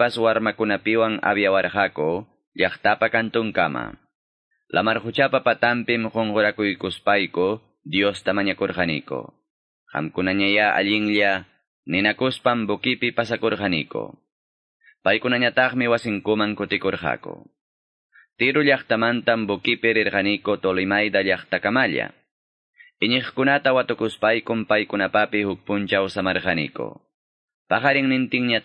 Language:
Ayacucho Quechua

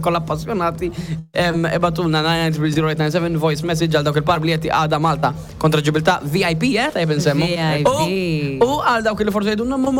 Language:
Maltese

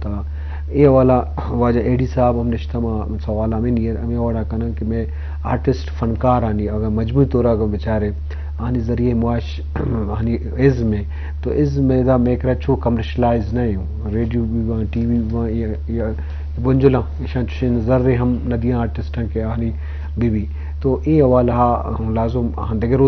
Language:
Eastern Balochi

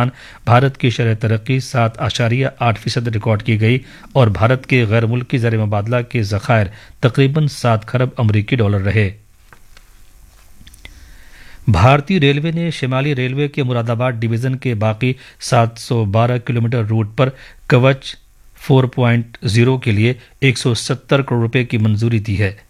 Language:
Urdu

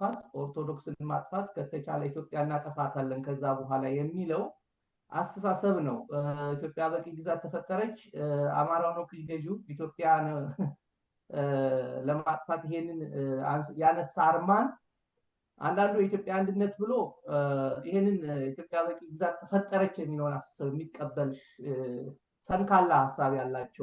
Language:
Amharic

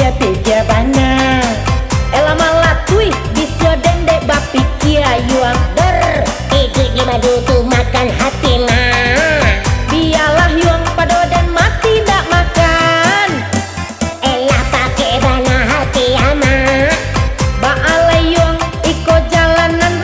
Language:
Minangkabau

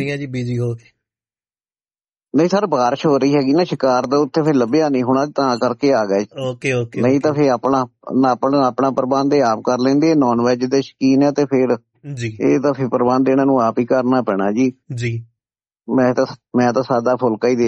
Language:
Punjabi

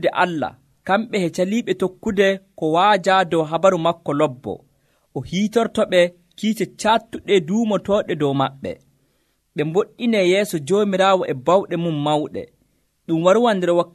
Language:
Nigerian Fulfulde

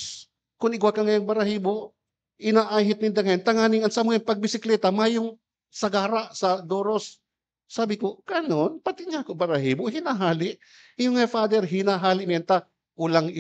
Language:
Bikol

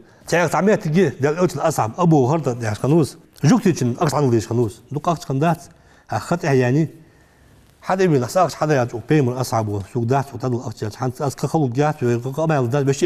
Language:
Ingush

